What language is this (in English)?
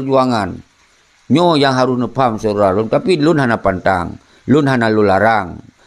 Achinese